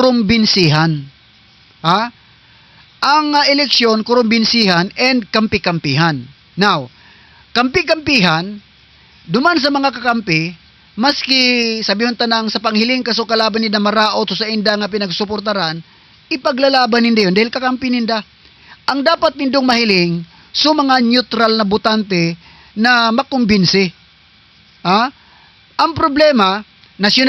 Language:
Southern Catanduanes Bikol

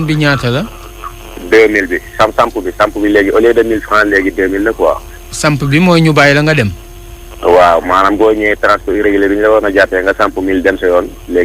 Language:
Wolof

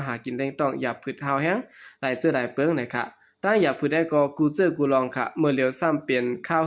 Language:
Shan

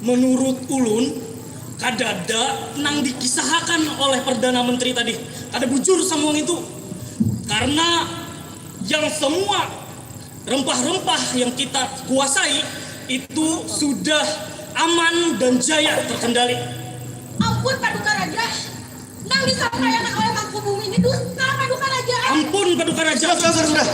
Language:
Banjar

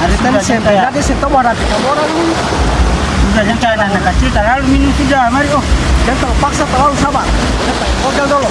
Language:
Ambonese Malay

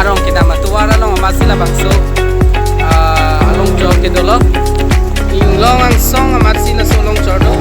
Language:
Karbi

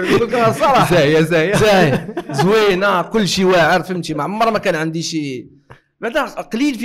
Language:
Moroccan Arabic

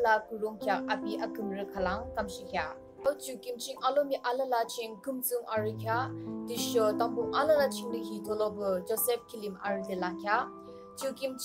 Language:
Yimchungru Naga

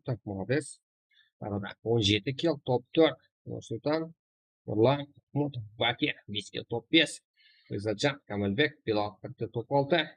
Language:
Kara-Kalpak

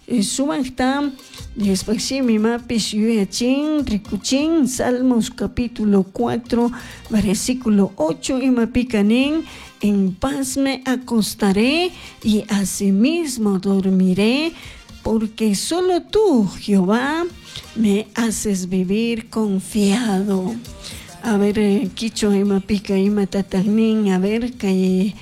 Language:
Chimborazo Highland Quichua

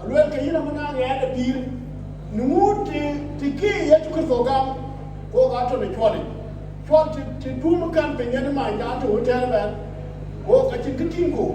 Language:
Dinka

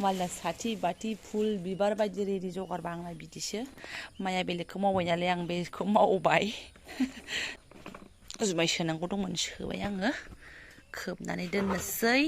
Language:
Bodo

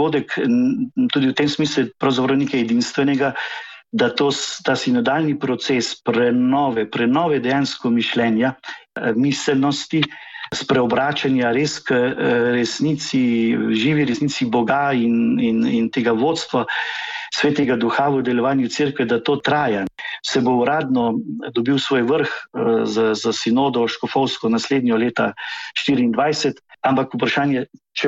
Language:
Slovenian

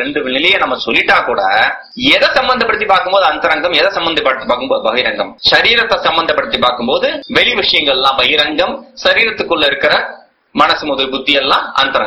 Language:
Tamil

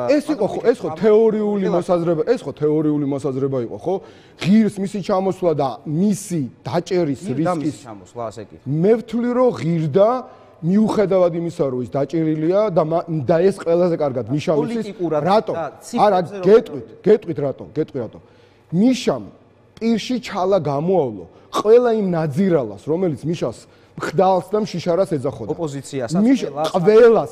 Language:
Georgian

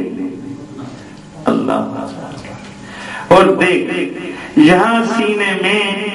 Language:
Urdu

